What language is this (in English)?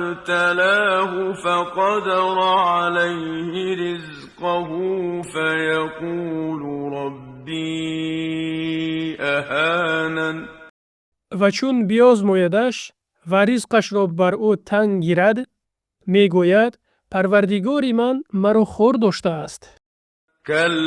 Tajik